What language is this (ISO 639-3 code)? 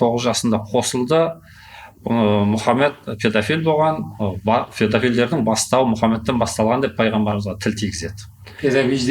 kaz